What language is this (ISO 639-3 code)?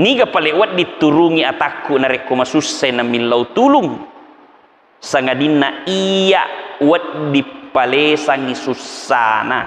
bug